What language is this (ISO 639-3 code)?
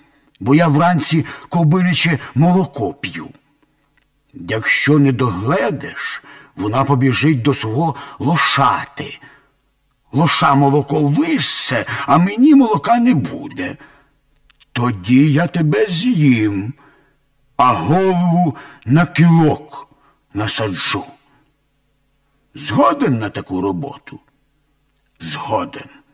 ukr